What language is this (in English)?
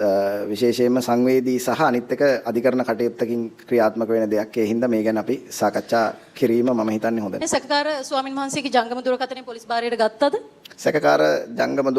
Sinhala